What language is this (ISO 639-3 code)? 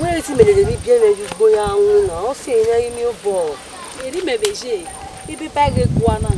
bin